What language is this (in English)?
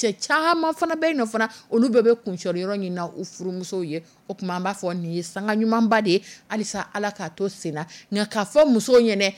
Dyula